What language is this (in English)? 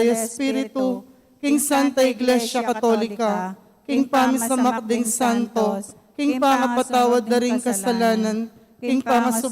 Pampanga